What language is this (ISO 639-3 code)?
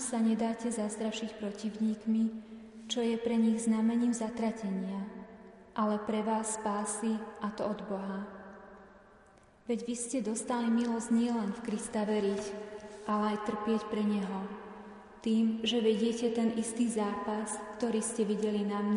slk